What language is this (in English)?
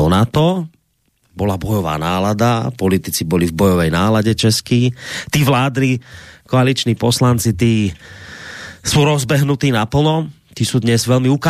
Slovak